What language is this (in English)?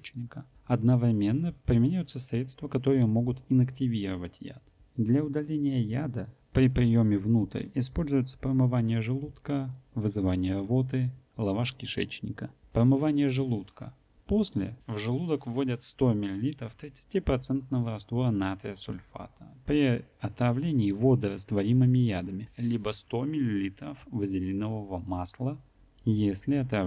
Russian